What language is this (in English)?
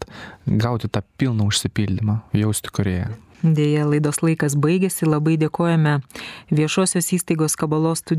Lithuanian